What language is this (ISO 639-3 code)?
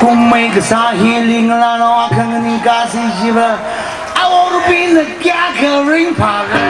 nmf